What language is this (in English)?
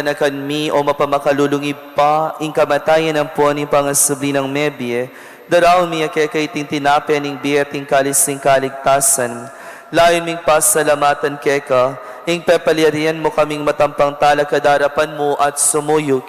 Pampanga